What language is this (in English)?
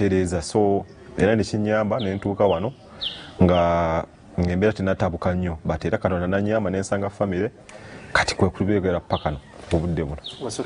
Ganda